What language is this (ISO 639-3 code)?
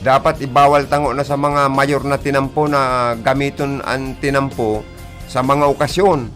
bik